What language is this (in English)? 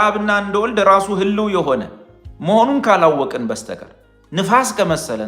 Amharic